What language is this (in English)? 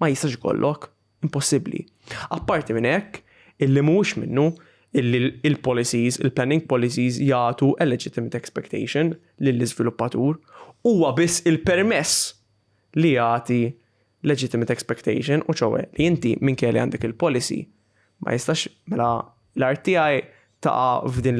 Maltese